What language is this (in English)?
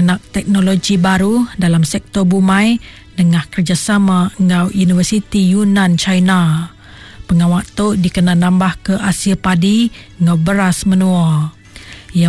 Iban